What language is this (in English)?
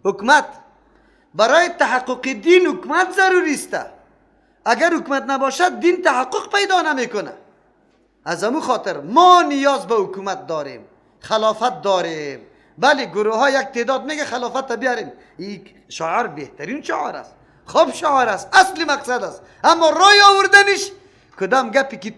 Persian